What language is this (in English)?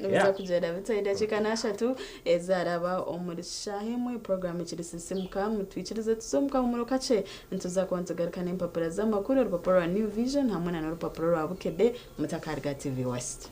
Nyankole